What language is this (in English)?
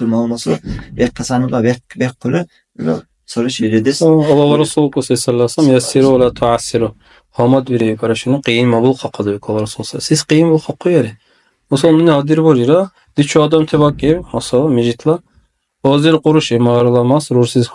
Dargwa